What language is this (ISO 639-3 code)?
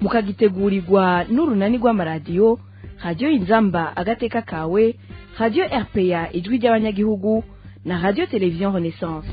run